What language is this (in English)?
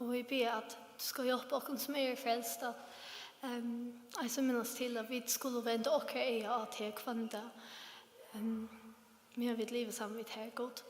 Faroese